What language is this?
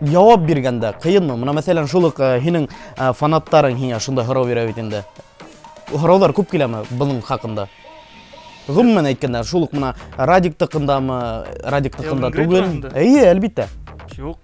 Bashkir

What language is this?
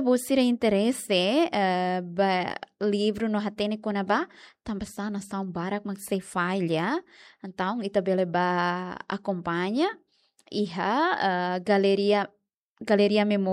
Tetum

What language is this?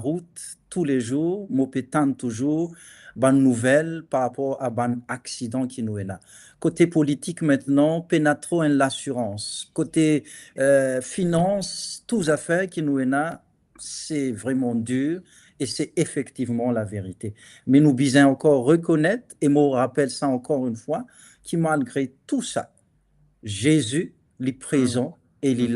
Morisyen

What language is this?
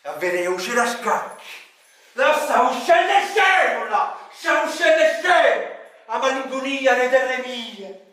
Neapolitan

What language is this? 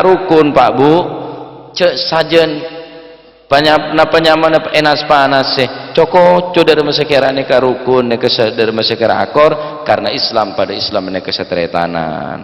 Madurese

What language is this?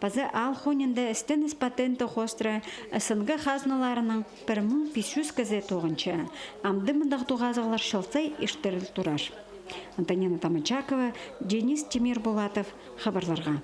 Khakas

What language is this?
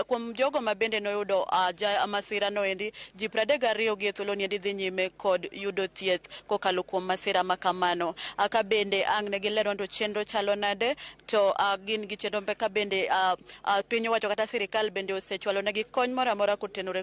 Luo (Kenya and Tanzania)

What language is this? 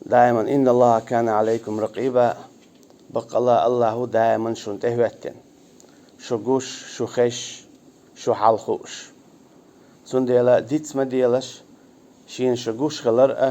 Chechen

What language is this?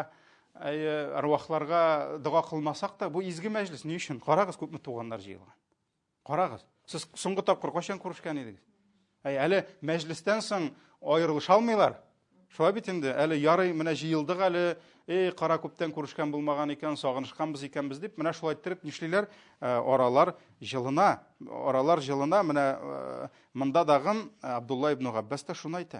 Tatar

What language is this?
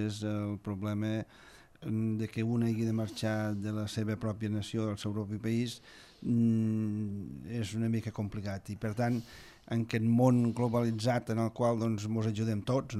Catalan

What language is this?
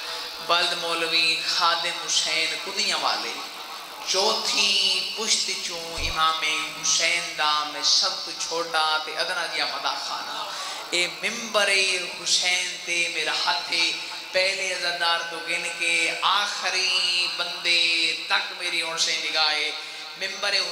Saraiki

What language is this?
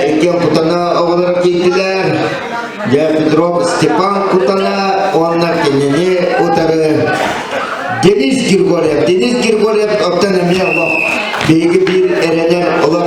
Yakut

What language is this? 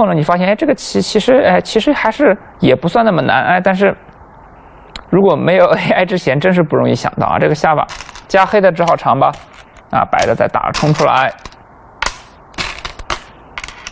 Chinese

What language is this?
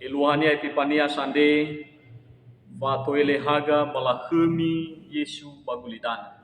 Nias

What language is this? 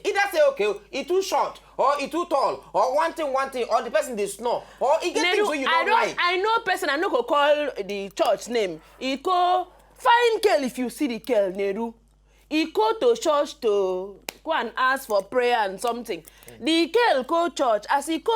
Nigerian Pidgin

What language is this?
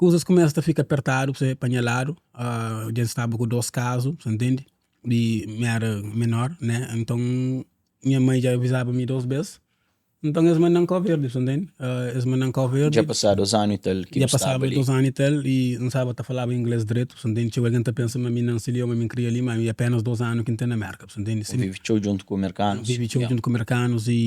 Kabuverdianu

